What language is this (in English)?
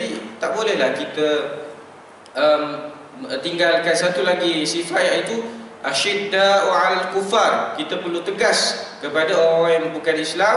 Malay